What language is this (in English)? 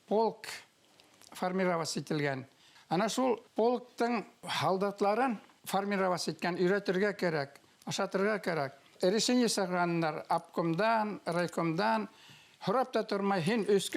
Bashkir